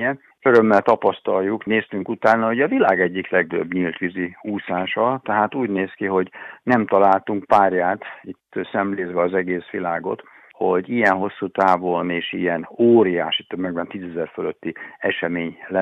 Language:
Hungarian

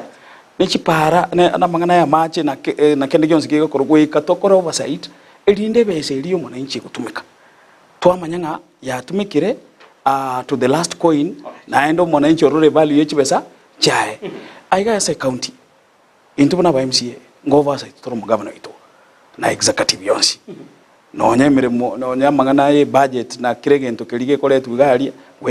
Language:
Gusii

